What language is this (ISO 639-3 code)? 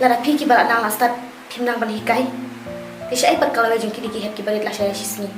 kha